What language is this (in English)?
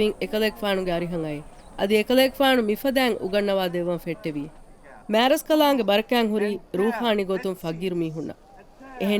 Divehi